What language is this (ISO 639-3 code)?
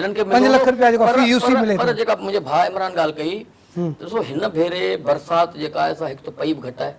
snd